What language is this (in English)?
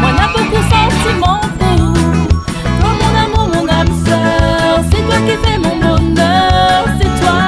Réunion Creole French